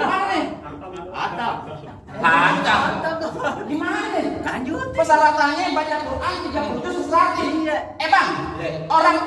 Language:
Betawi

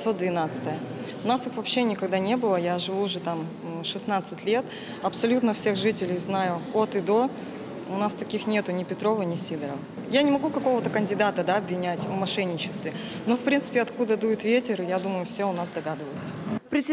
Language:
Russian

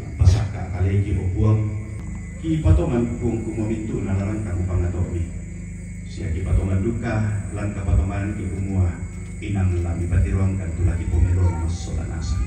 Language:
Toraja-Sa'dan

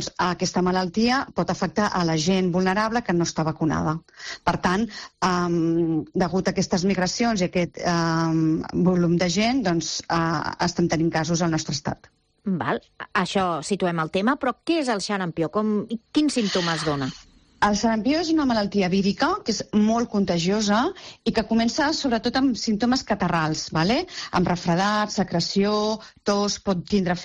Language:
Catalan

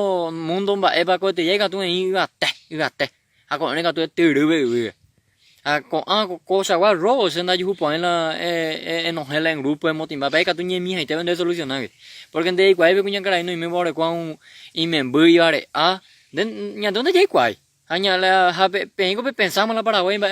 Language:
Guarani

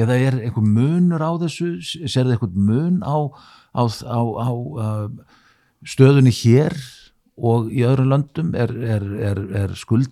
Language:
Icelandic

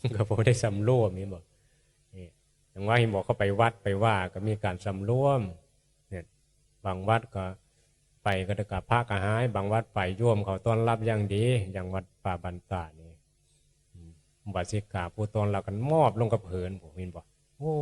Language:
Northeastern Thai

